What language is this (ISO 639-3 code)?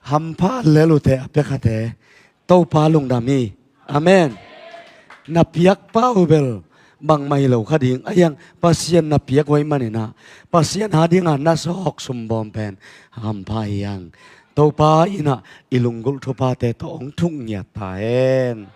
ctd